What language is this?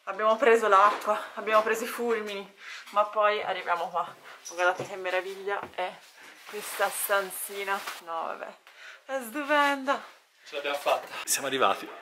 Italian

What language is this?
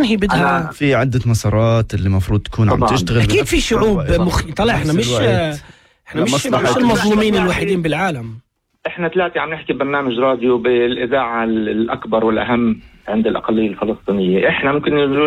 North Levantine Arabic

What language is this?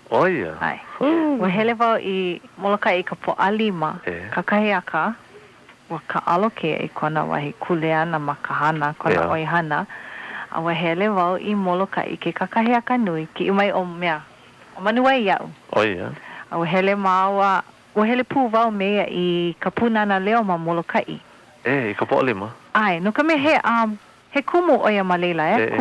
Hawaiian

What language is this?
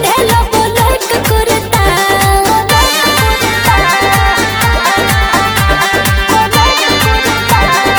Bhojpuri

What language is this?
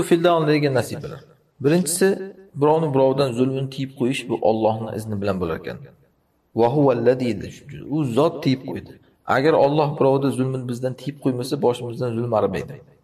Uzbek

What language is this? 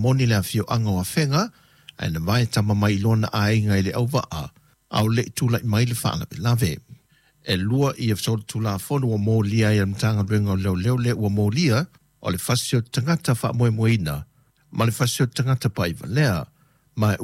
Samoan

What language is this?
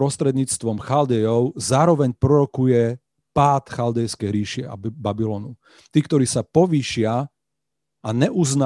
Slovak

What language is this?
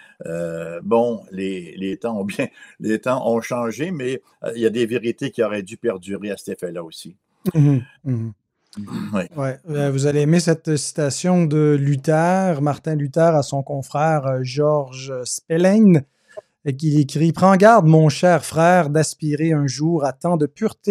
French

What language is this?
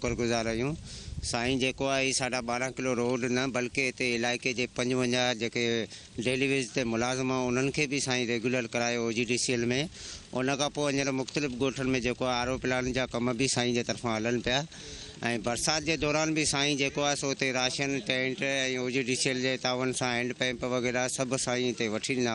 Sindhi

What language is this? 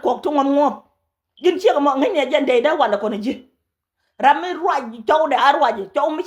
Nuer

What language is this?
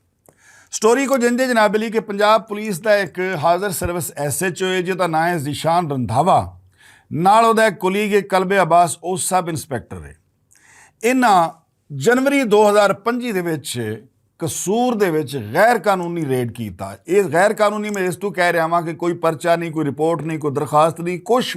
Western Panjabi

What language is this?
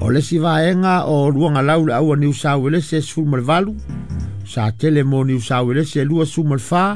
Samoan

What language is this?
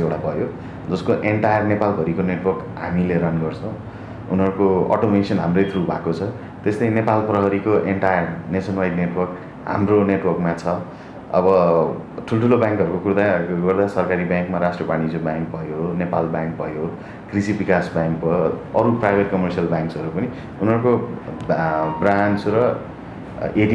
Nepali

